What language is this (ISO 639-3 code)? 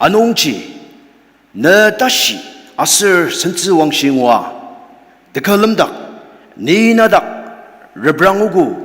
njo